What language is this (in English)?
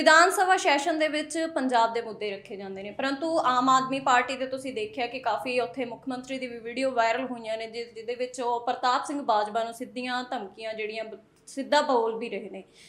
Punjabi